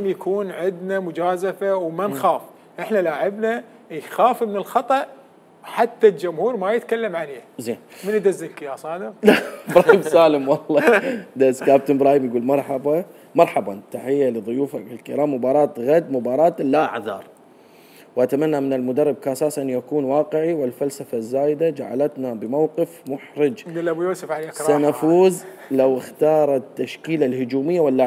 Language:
Mesopotamian Arabic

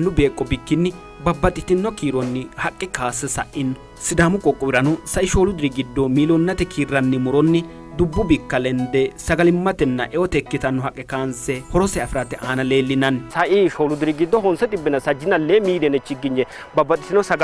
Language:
Sidamo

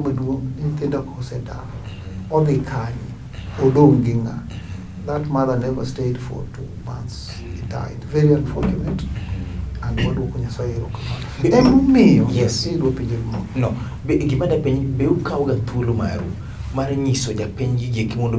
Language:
Luo (Kenya and Tanzania)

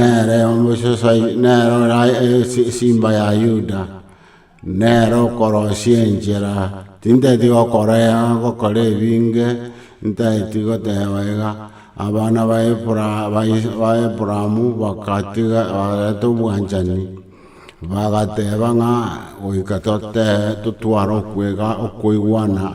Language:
Gusii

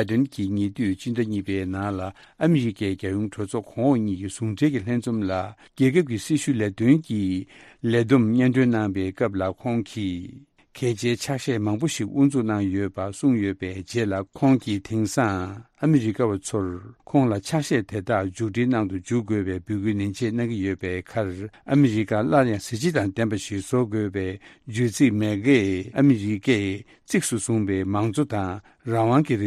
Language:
Tibetan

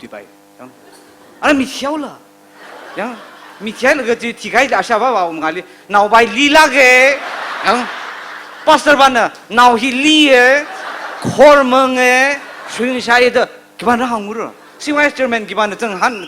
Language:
Tangkhul Naga (India)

